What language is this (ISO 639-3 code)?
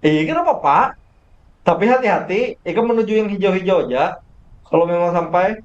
bjn